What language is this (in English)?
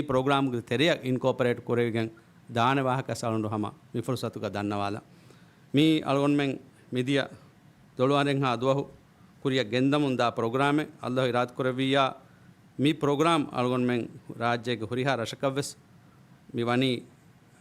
Divehi